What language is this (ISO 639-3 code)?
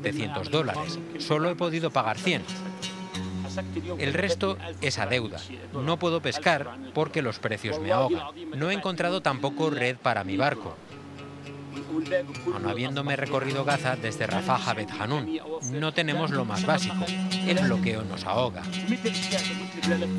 spa